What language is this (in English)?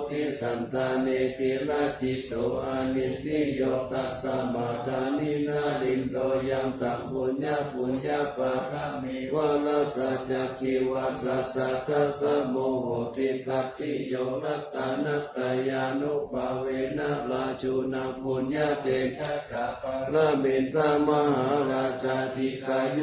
Pali